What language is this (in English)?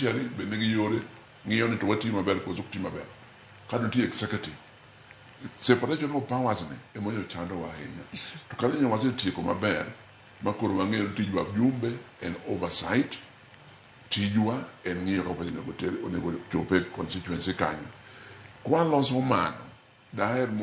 Luo (Kenya and Tanzania)